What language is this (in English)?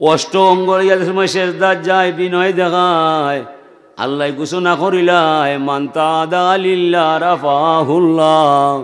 Sylheti